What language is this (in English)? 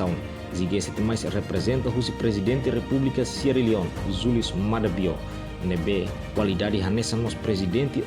Tetum